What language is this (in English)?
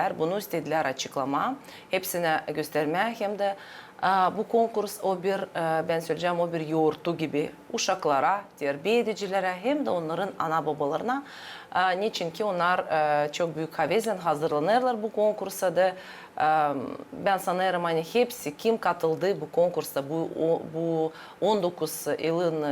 Gagauz